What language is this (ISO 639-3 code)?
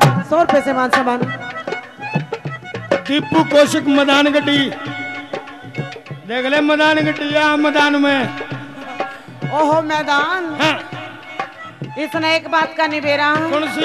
bgc